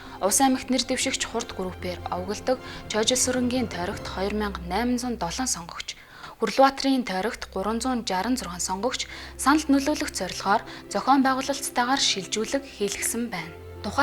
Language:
Mongolian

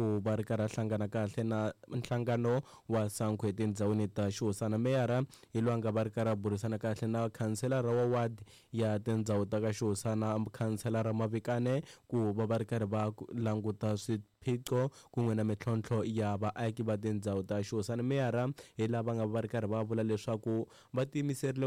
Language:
Tsonga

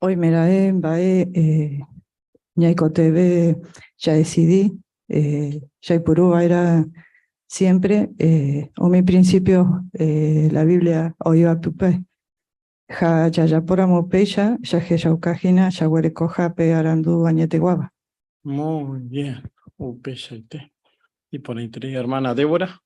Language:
Guarani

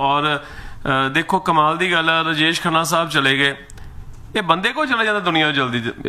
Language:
Punjabi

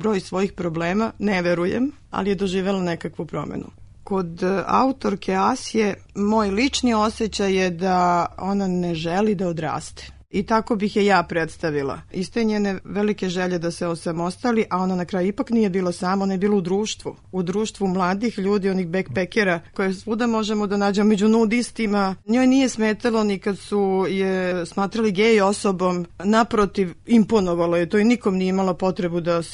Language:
Serbian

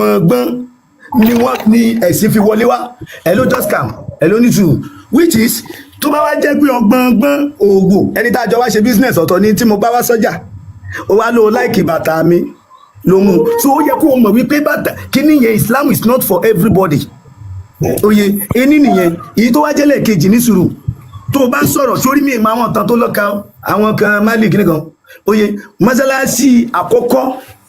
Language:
Yoruba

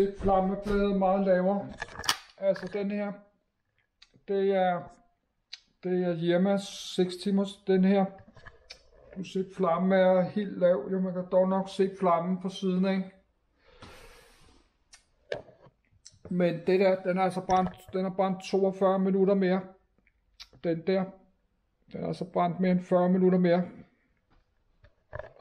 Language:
Danish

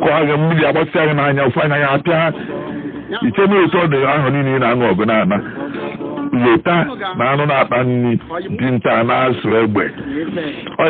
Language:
Igbo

